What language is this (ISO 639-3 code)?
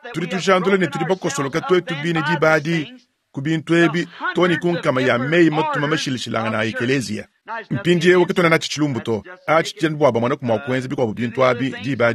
lua